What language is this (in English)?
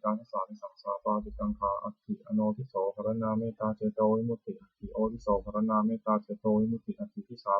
Pali